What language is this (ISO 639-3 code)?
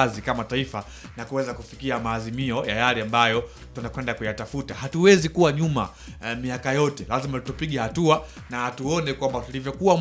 swa